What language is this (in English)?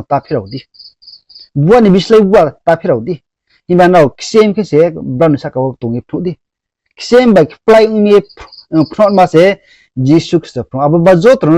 Riang (India)